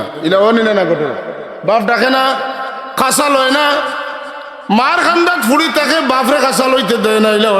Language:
Sylheti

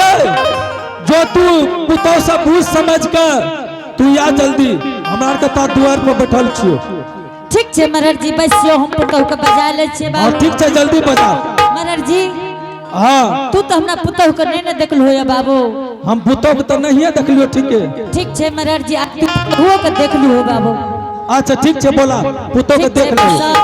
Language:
Angika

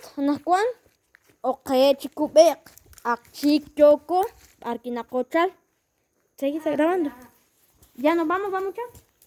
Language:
Kekchí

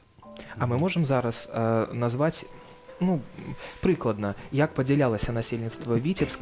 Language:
Belarusian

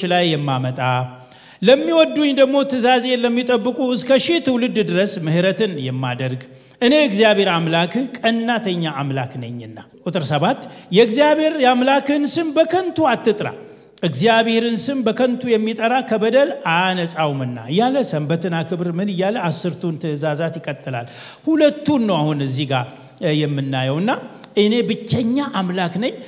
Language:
Amharic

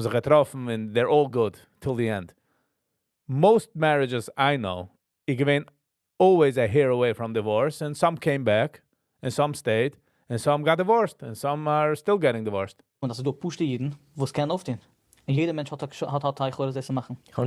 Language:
Yiddish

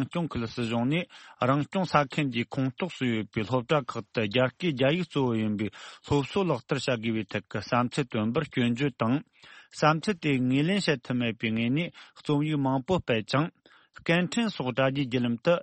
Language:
Tibetan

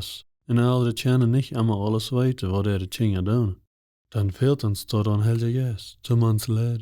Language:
Plautdietsch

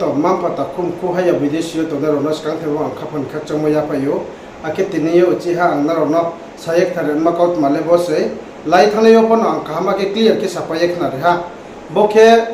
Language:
Riang (India)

